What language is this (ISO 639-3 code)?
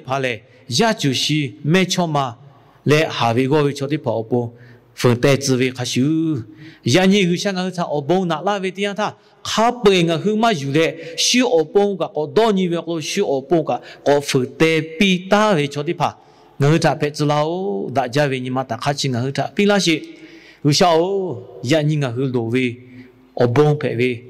lhu